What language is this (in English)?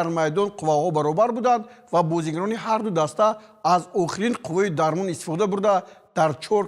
Tajik